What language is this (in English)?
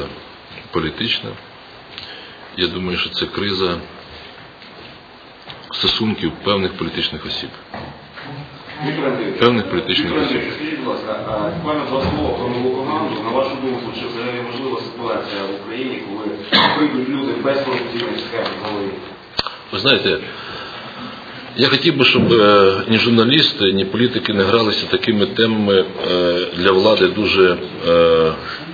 Ukrainian